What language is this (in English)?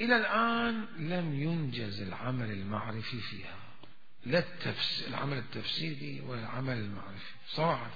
Mesopotamian Arabic